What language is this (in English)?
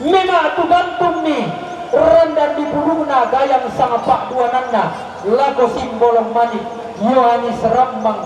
Toraja-Sa'dan